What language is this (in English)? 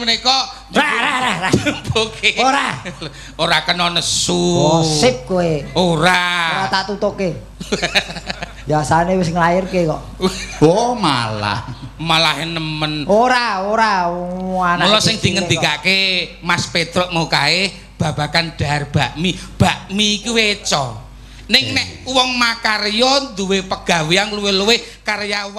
Javanese